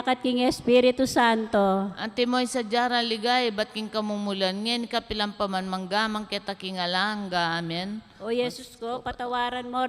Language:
Pampanga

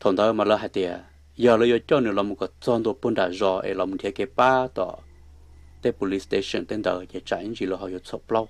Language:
Hmong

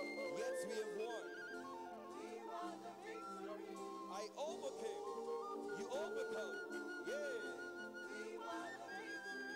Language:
Ewe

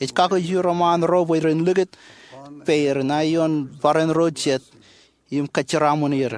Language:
Marshallese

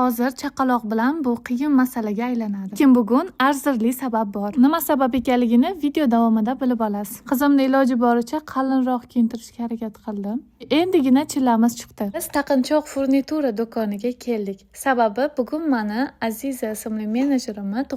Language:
Uzbek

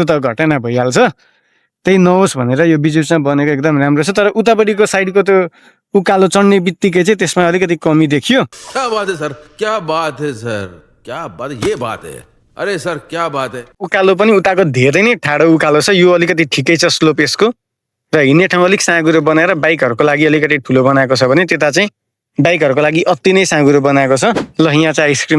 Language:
Nepali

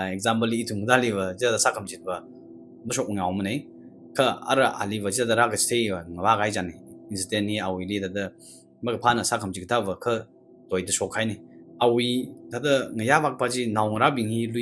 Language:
Tangkhul Naga (India)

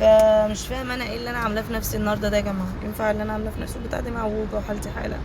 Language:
Egyptian Arabic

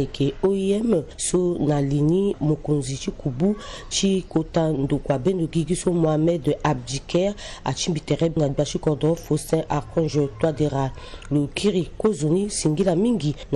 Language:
Sango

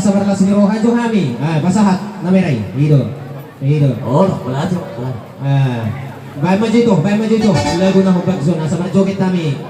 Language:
Batak Toba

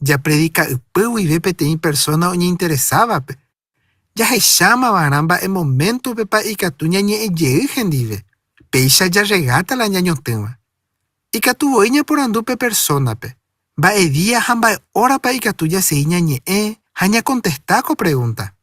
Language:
Guarani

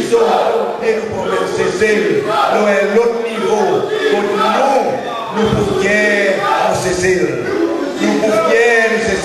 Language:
Seselwa Creole French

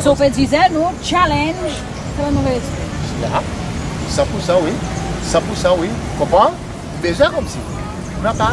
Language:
Seselwa Creole French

